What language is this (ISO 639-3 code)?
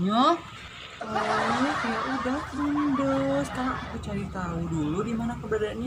min